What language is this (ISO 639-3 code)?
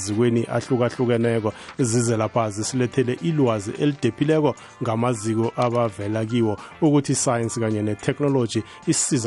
nbl